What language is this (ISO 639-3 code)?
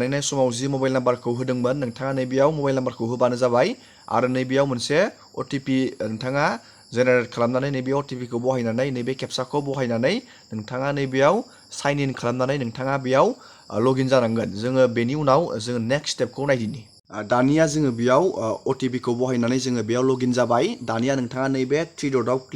brx